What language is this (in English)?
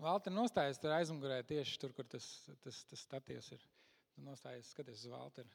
Latvian